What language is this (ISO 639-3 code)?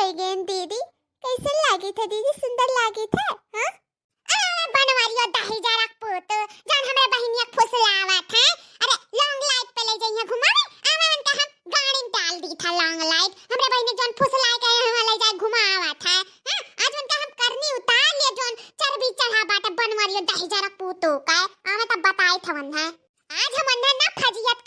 awa